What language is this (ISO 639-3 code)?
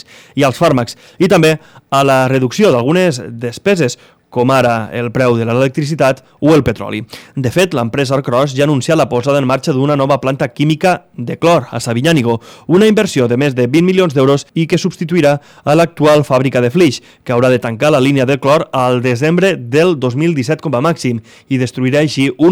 cat